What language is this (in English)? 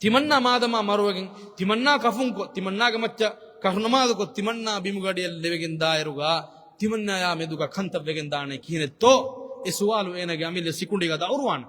Divehi